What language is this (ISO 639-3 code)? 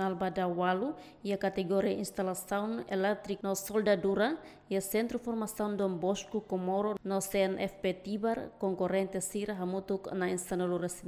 tet